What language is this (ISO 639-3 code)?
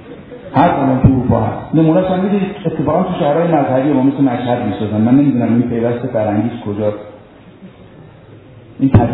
fas